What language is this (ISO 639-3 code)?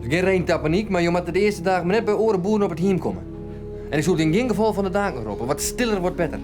fry